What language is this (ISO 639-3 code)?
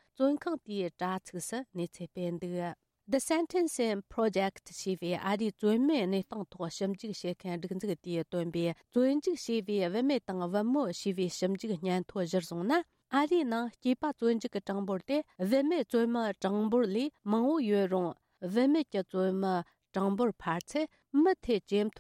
bod